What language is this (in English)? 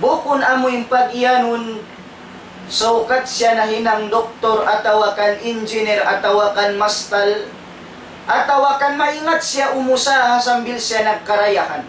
Tausug